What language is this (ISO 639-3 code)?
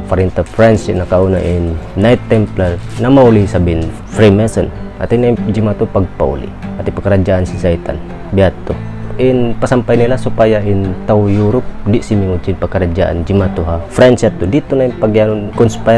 tsg